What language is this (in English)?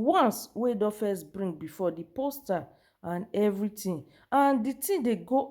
Nigerian Pidgin